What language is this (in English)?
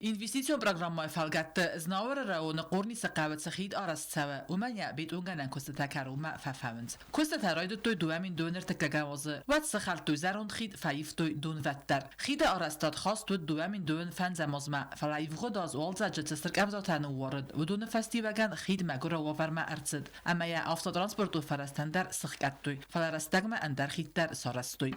Ossetic